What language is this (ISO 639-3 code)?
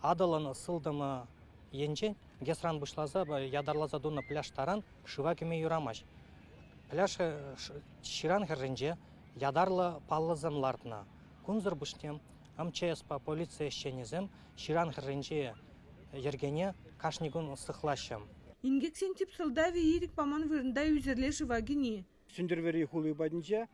chv